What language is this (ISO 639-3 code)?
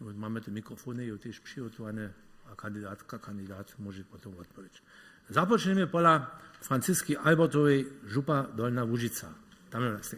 hsb